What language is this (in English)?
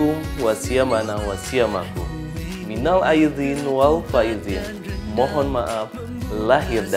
Indonesian